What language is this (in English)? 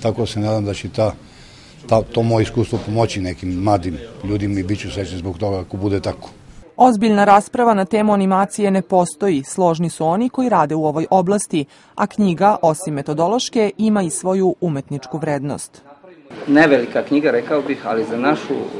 Serbian